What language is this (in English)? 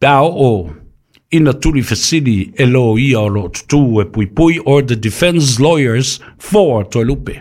Samoan